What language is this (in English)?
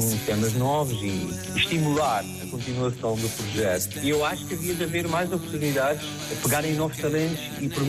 Portuguese